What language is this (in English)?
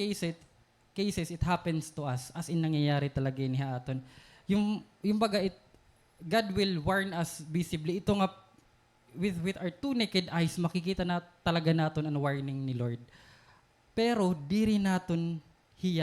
Waray